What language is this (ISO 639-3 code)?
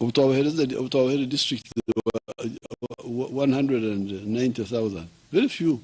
nyn